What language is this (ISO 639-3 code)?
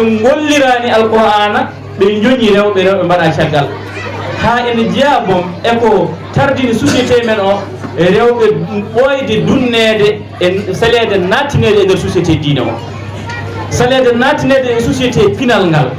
ful